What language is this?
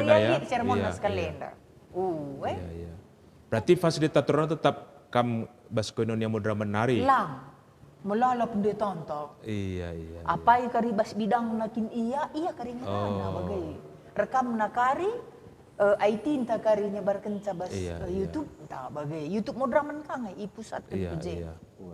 Batak Karo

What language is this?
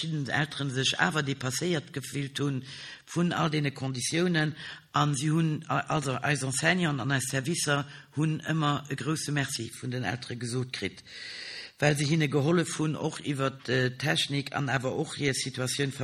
Luxembourgish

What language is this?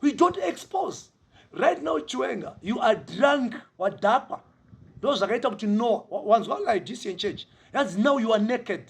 Shona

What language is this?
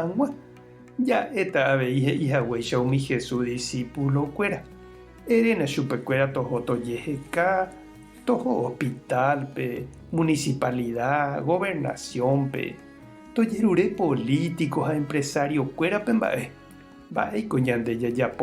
Guarani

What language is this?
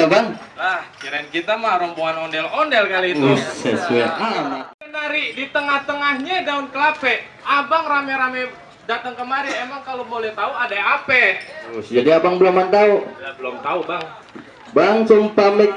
Betawi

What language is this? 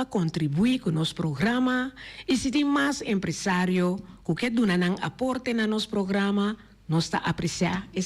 Papiamento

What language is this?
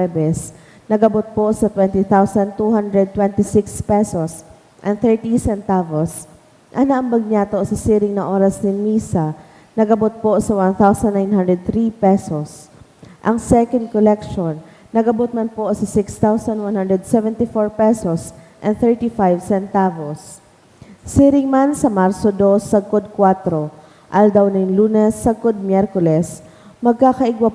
Bikol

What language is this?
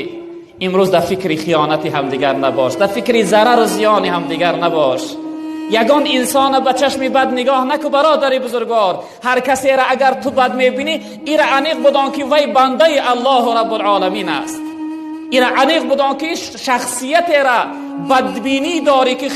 Tajik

